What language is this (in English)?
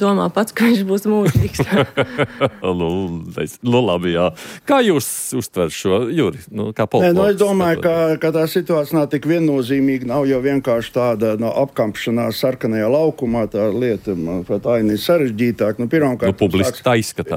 Latvian